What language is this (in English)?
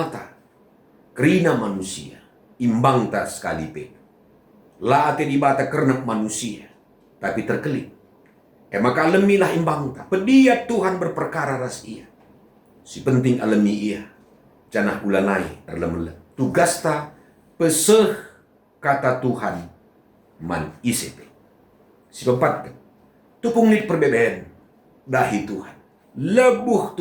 Batak Karo